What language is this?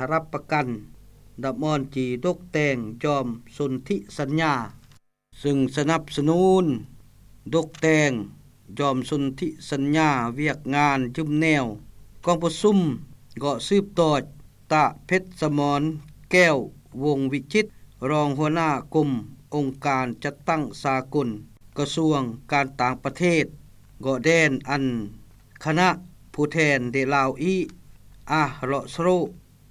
Lao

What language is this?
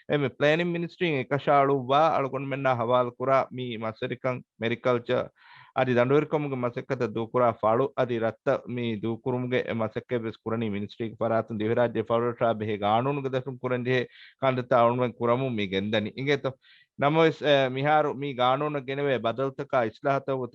Divehi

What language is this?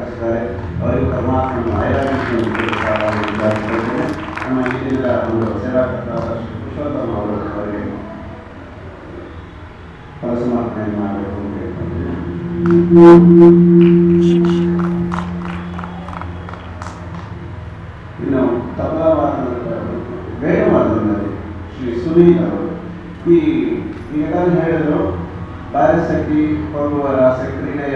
Kannada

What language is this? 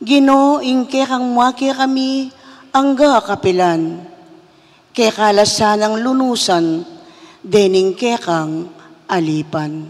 Pampanga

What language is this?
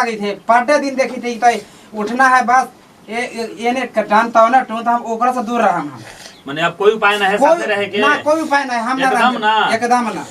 Magahi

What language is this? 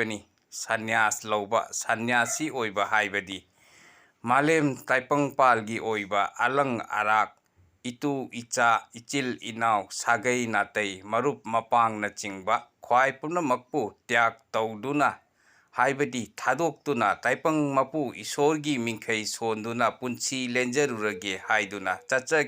Manipuri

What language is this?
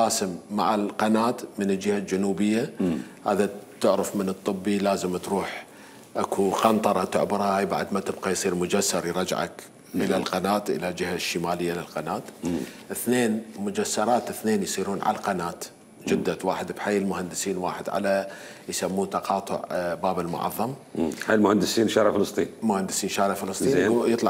Mesopotamian Arabic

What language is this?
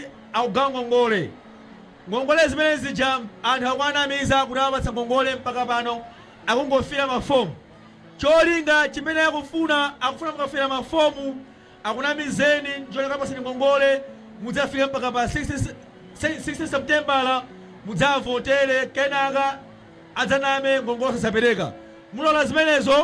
Nyanja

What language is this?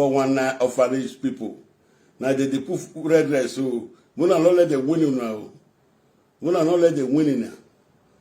Nigerian Pidgin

